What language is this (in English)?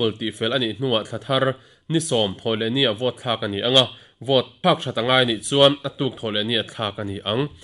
Mizo